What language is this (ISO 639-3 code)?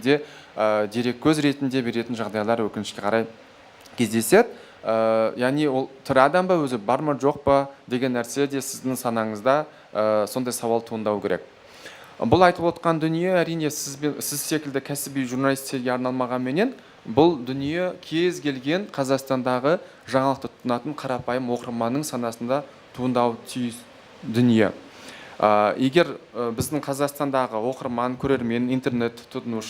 kaz